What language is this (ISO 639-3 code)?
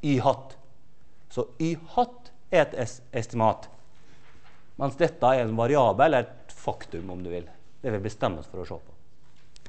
nor